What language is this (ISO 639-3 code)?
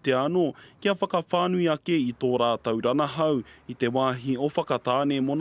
mri